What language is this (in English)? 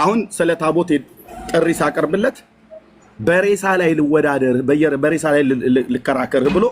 Amharic